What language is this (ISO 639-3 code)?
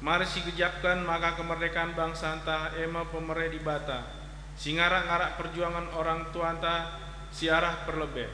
btx